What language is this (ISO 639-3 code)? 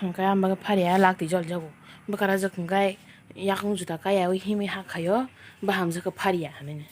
trp